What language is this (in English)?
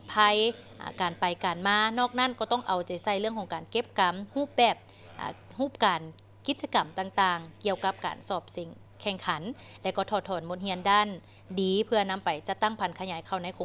Lao